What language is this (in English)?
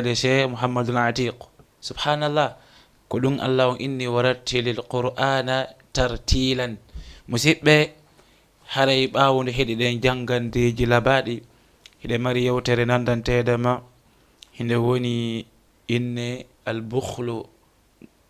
Fula